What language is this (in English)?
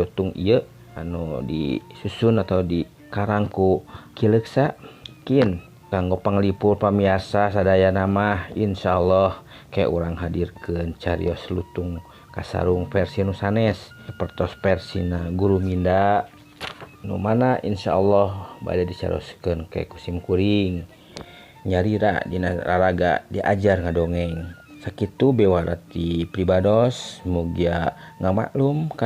Sundanese